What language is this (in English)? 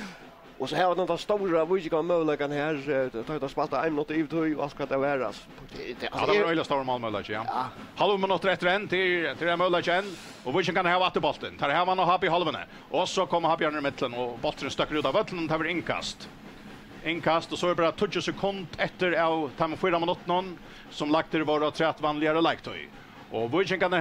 Faroese